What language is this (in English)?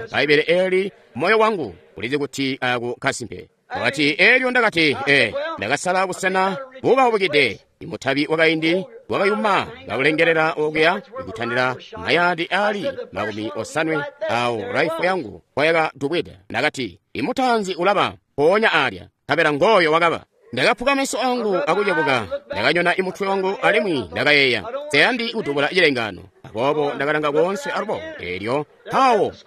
Tonga (Zambia)